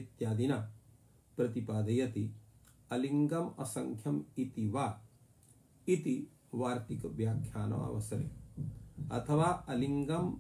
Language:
Sanskrit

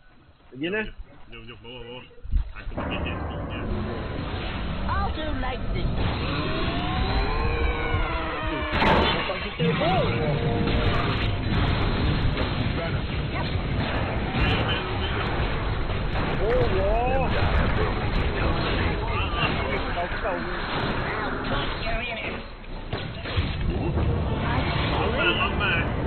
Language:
Malay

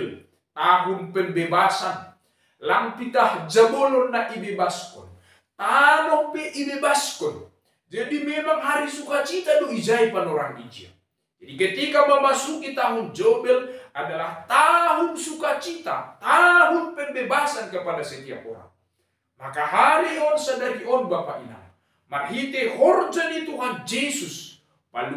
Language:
Batak Simalungun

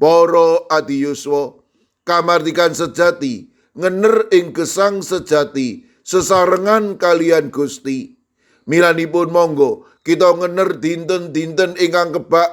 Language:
Javanese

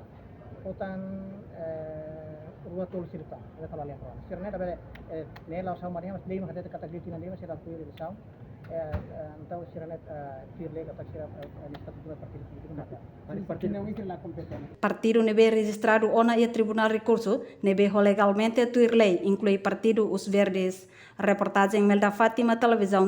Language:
Tetum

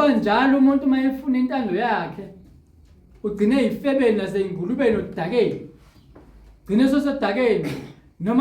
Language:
Zulu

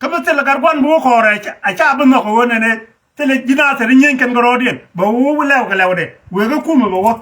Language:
Nuer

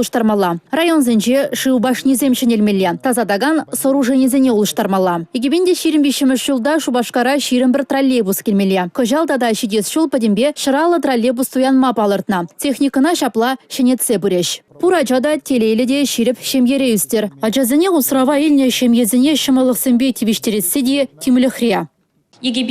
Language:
Chuvash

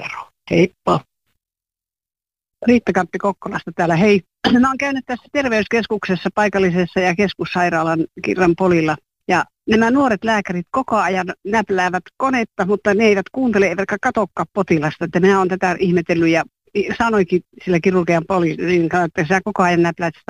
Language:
Finnish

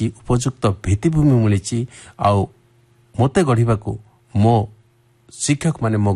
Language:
Odia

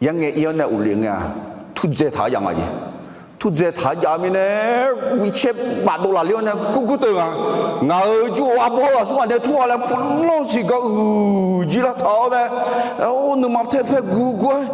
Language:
Akha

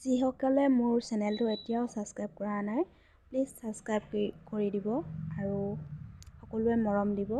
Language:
Assamese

